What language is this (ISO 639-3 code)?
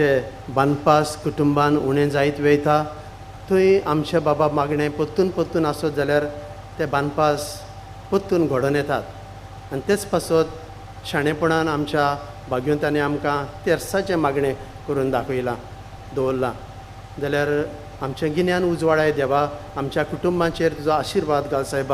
kok